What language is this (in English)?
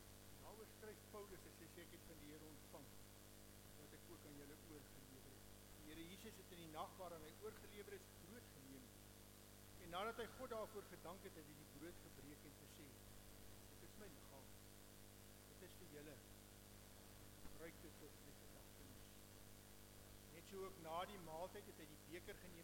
Afrikaans